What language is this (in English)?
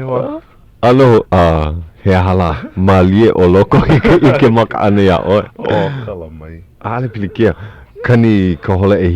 Hawaiian